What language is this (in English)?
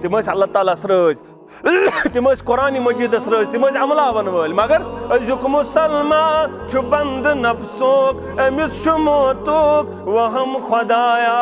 Kashmiri